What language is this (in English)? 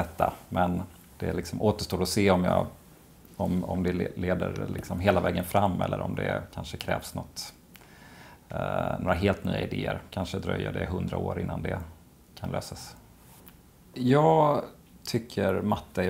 Swedish